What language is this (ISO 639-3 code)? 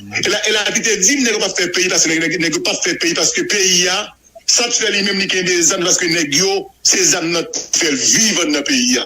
hat